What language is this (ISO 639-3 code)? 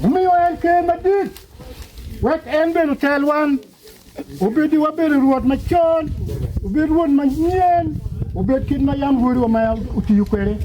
ach